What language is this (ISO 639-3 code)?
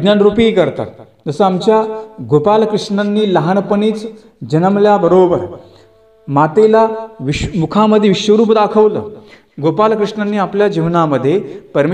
mar